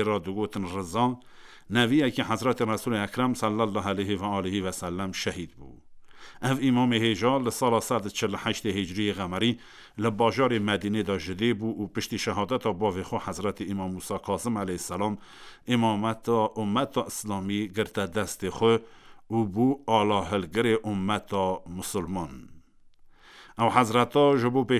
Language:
Kurdish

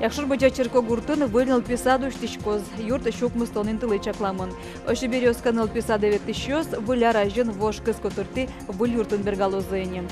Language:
Udmurt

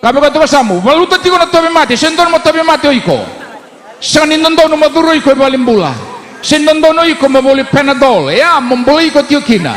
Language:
Fijian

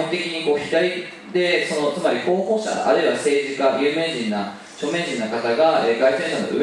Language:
Japanese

